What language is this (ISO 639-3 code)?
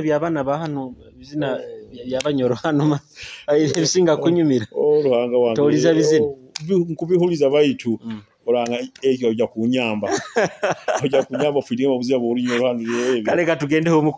nyo